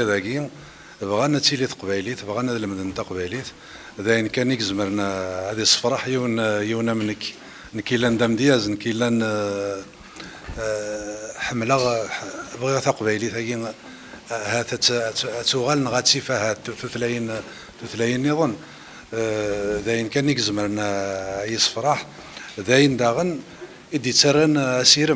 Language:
Kabyle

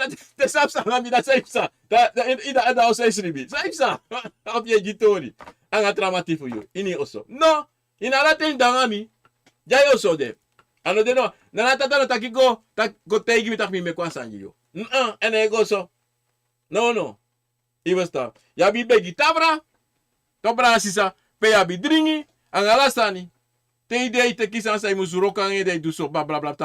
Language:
Sranan Tongo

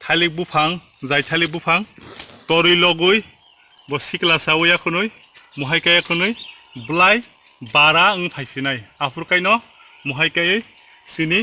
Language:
Kok Borok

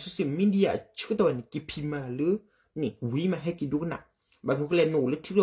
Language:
S'gaw Karen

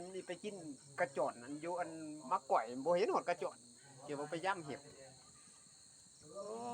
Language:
Lao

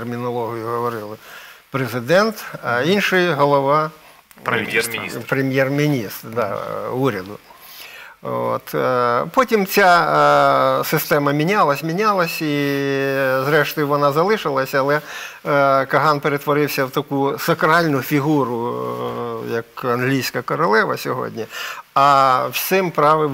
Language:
Ukrainian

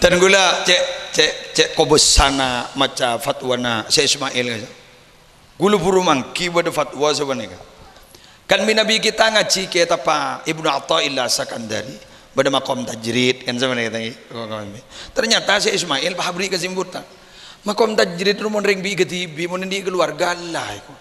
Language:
Madurese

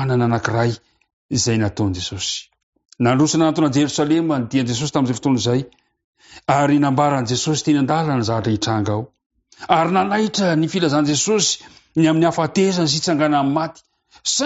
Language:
Malagasy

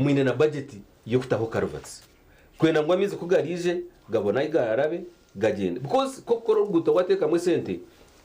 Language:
Nyankole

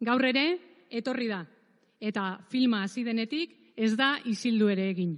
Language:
Basque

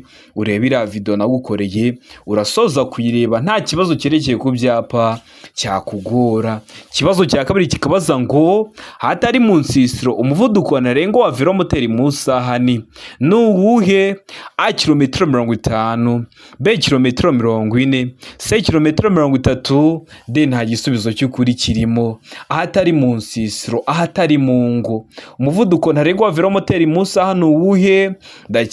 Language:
Kinyarwanda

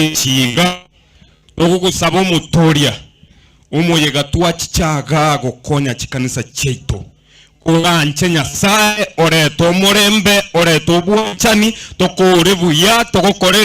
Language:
Gusii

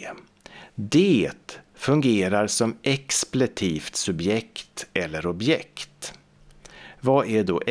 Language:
Swedish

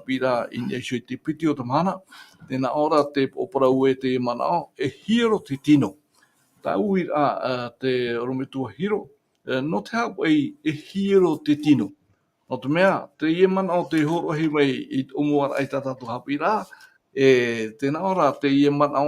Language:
Tahitian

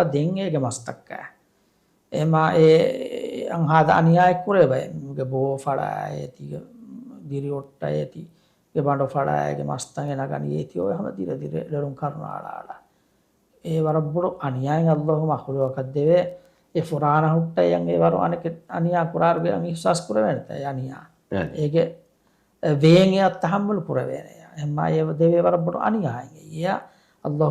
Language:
Divehi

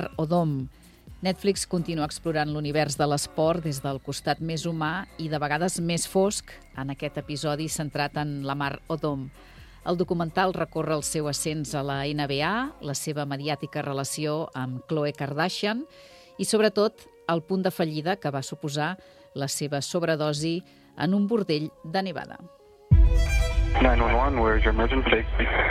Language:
Catalan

